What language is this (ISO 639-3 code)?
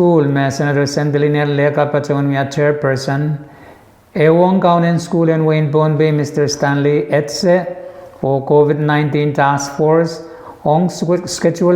pon